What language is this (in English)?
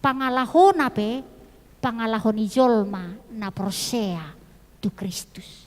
Batak Toba